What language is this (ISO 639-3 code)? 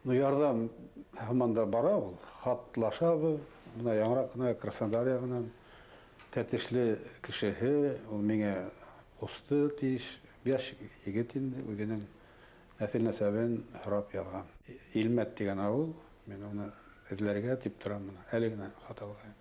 bak